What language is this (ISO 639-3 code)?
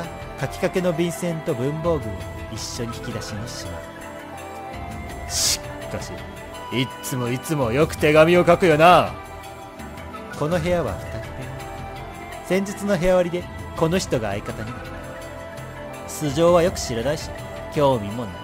jpn